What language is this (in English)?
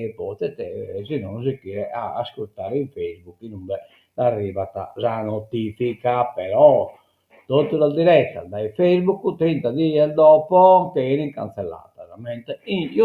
Sardinian